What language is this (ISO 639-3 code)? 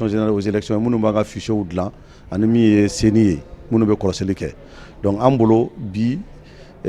bam